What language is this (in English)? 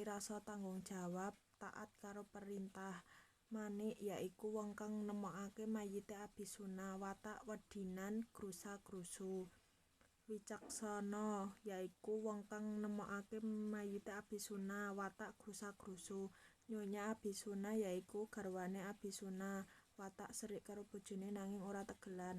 Javanese